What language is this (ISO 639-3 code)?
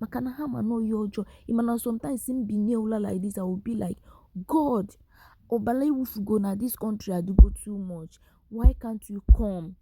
ibo